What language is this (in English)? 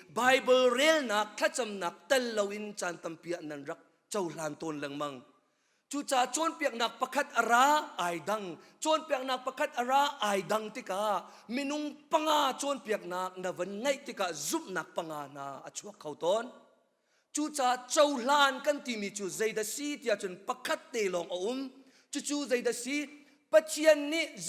Hakha Chin